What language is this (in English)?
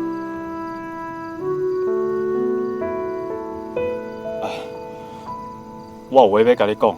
Min Nan Chinese